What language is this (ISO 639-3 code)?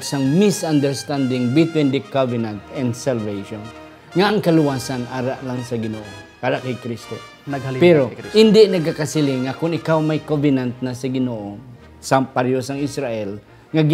hil